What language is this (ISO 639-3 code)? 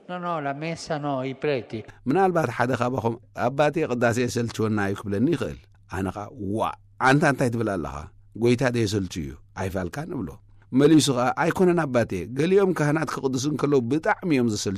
tir